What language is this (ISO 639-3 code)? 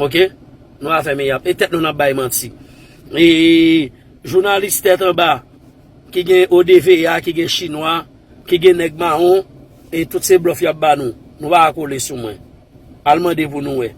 hat